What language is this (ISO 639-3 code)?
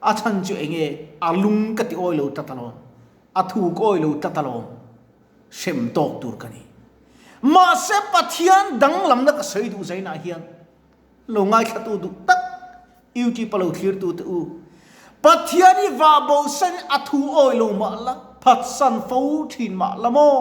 lus